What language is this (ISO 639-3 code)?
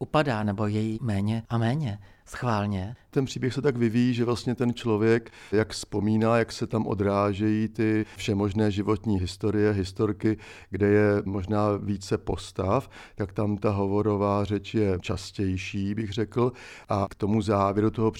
ces